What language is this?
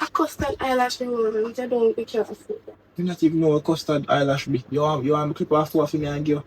Jamaican Creole English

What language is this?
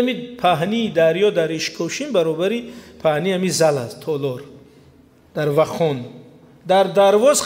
Tajik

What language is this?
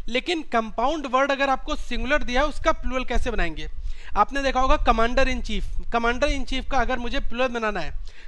Hindi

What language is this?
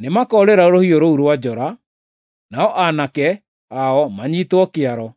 Kikuyu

